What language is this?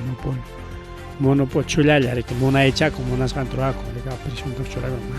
Ayacucho Quechua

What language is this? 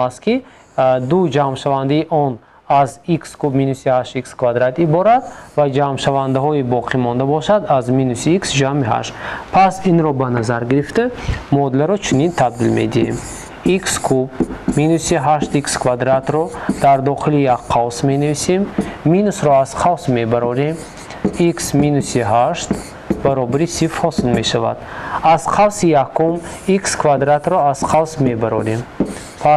Tajik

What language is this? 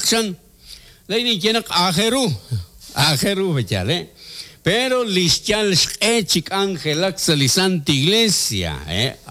Kekchí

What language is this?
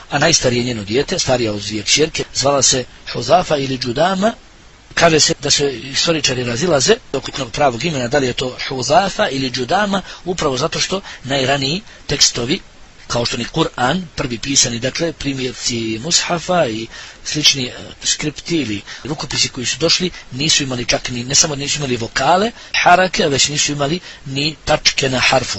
Bosnian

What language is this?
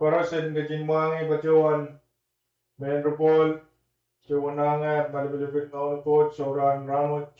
Pohnpeian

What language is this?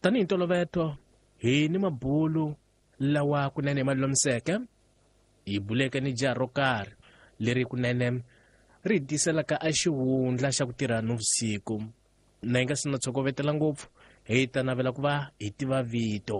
Tsonga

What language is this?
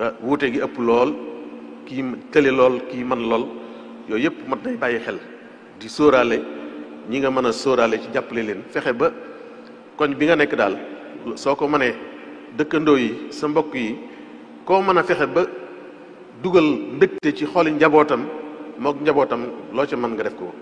Wolof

